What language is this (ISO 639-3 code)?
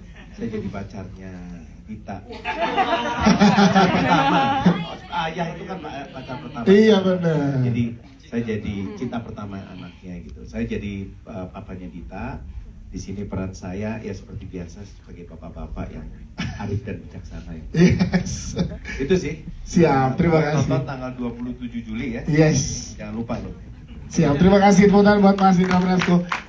ind